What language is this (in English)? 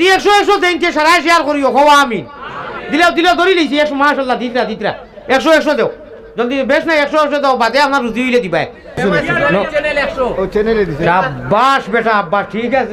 Sylheti